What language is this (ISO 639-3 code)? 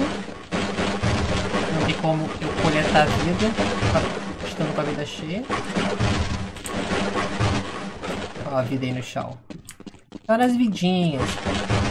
por